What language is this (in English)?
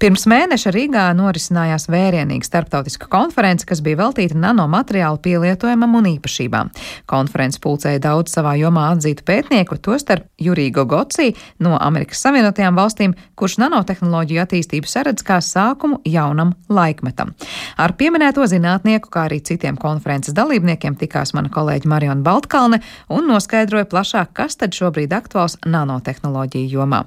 Latvian